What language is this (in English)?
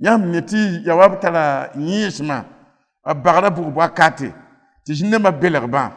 Mossi